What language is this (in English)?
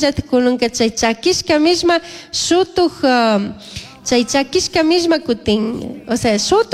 Chimborazo Highland Quichua